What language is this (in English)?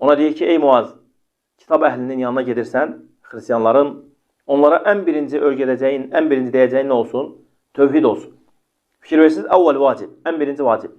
Azerbaijani